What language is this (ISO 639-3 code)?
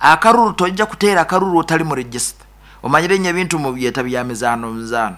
nyo